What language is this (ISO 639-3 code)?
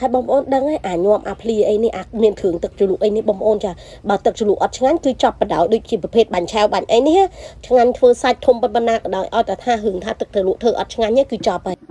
khm